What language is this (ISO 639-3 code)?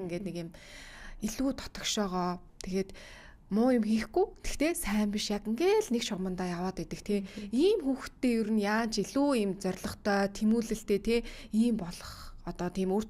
mon